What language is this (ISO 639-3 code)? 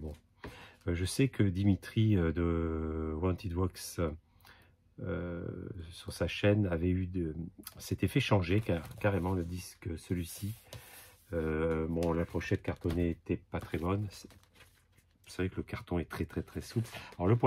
fra